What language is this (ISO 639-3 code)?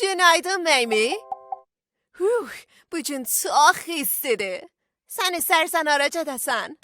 azb